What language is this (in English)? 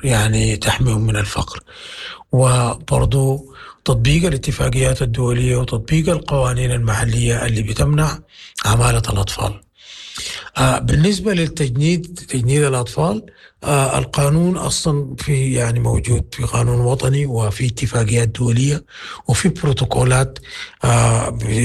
Sudanese Arabic